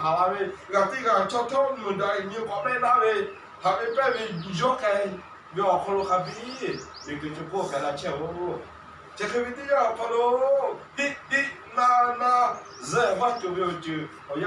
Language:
Lahu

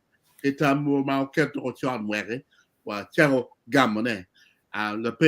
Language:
Acoli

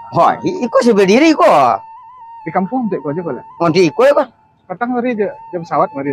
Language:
Minangkabau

